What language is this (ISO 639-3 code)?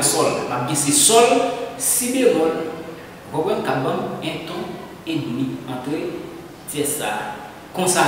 hat